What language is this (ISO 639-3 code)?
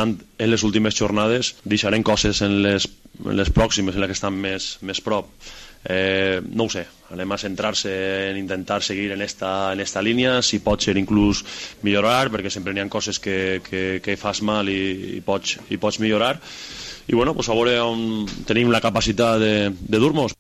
cat